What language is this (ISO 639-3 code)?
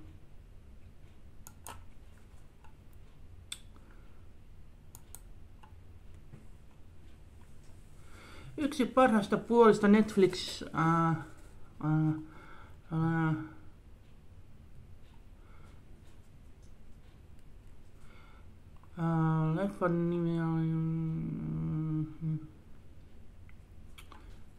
fin